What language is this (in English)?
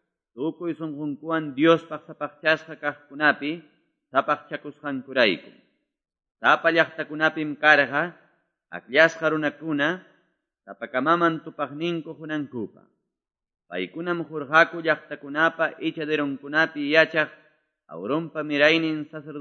Quechua